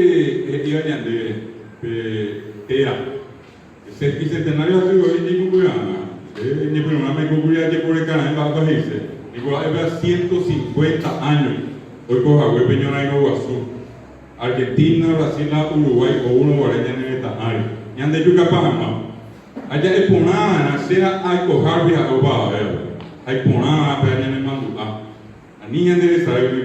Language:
Guarani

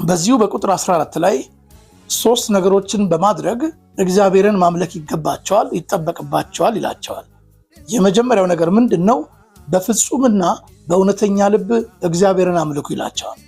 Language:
Amharic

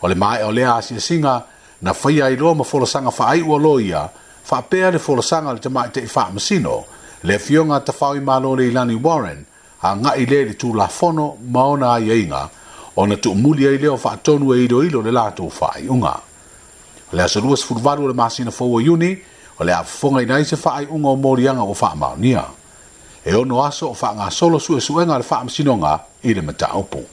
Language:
Samoan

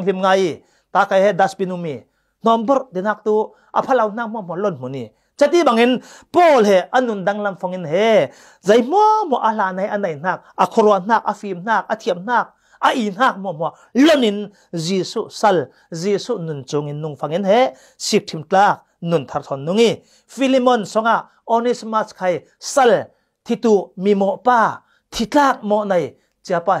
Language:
Falam Chin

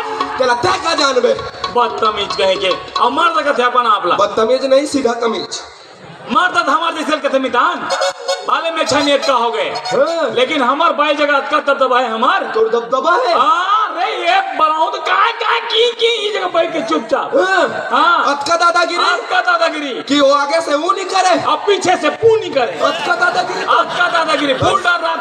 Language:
Chhattisgarhi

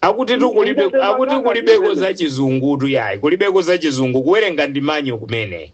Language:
Nyanja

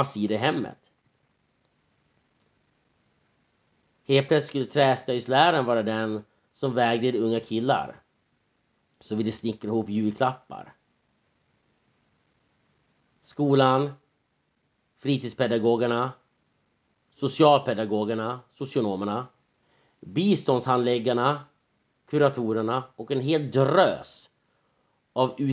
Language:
Swedish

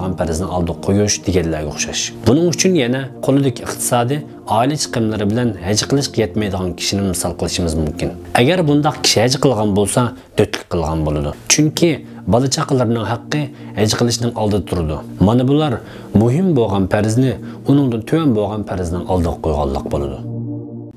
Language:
Uyghur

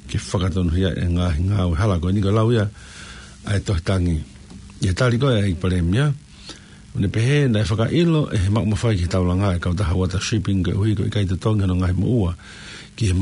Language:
Tongan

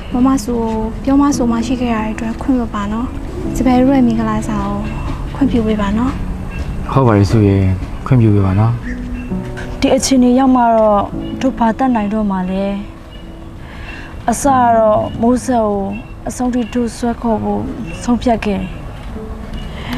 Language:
Burmese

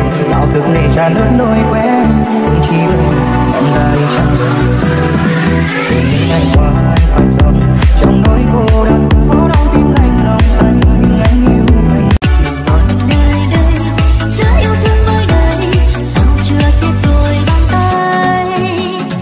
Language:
Vietnamese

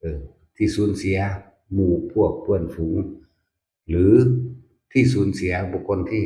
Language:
Northeastern Thai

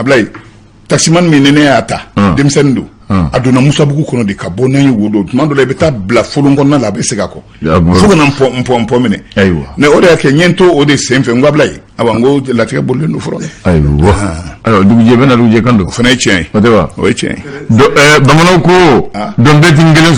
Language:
Bambara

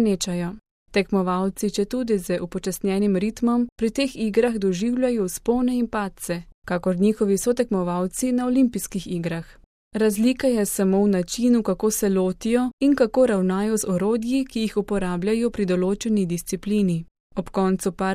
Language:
Slovenian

